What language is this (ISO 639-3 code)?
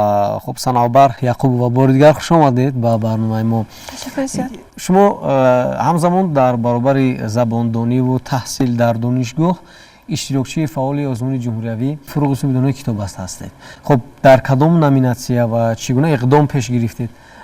tgk